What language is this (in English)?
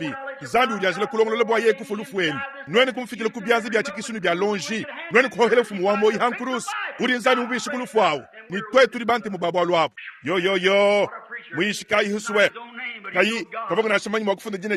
Luba-Lulua